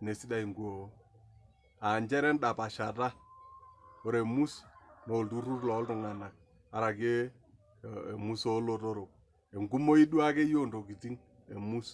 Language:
Masai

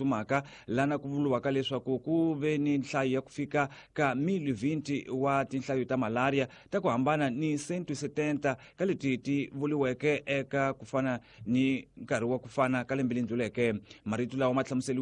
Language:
Tsonga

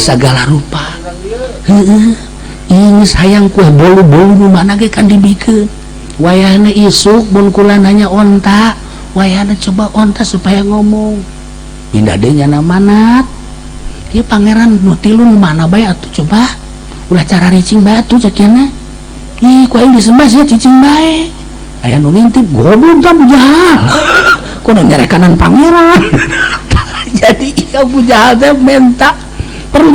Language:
Sundanese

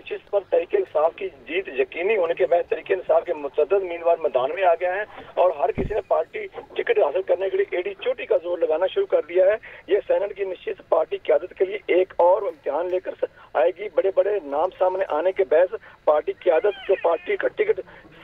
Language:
Urdu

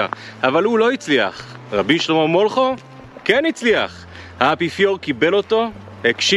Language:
Hebrew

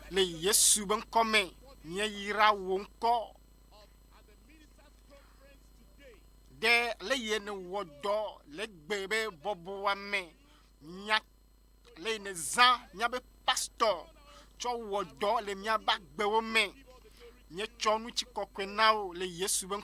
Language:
Ewe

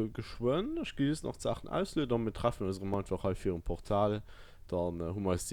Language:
Luxembourgish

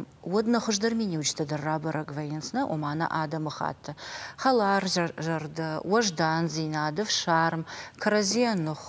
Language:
Ossetic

